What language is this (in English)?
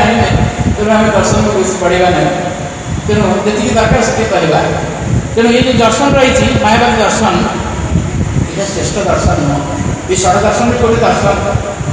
Odia